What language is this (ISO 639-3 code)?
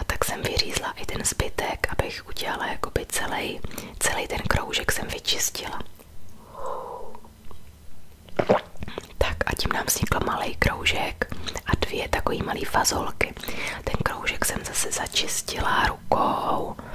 ces